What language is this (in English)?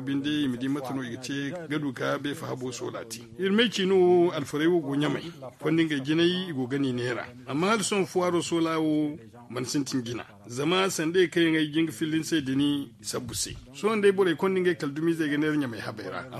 Zarma